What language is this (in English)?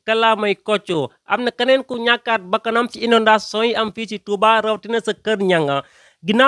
Wolof